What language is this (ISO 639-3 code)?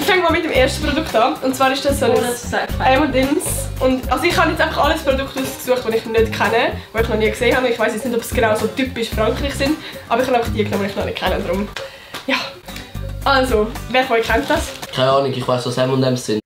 gsw